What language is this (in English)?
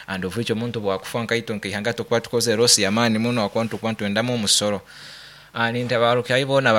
Nyoro